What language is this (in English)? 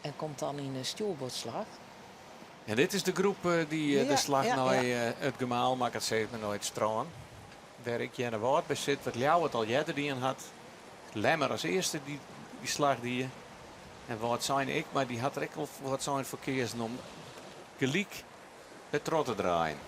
Western Frisian